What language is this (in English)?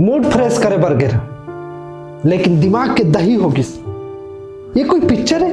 Chhattisgarhi